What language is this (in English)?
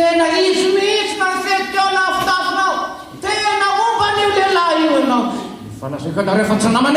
Malagasy